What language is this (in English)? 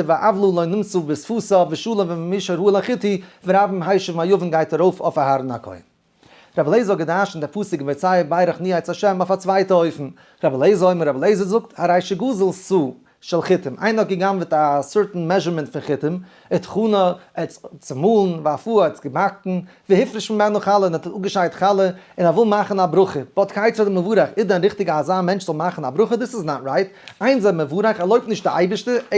Yiddish